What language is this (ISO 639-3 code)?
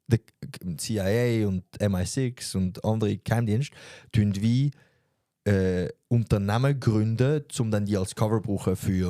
gsw